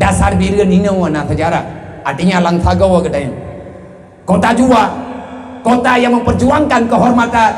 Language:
Achinese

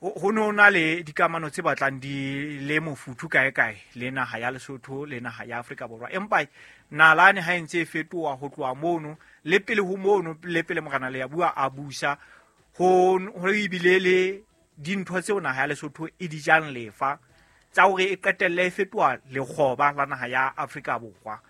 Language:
Southern Sotho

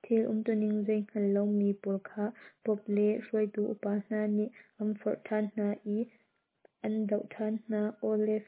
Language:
Hakha Chin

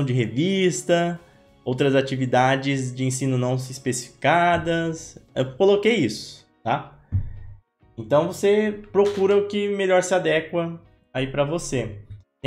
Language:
Portuguese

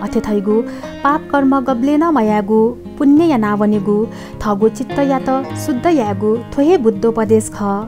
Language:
Newari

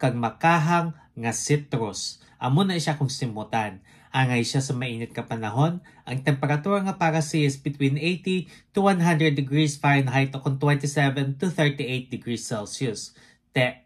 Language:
Hiligaynon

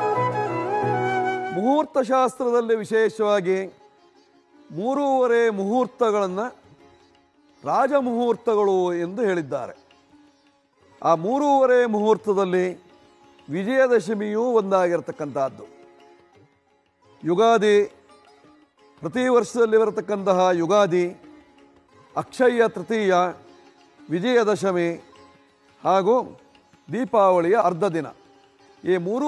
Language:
Kannada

